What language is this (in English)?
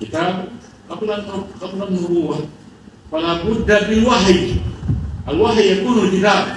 Fula